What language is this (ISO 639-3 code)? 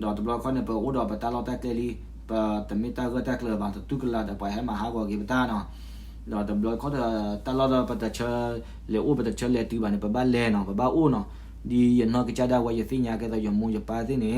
ksw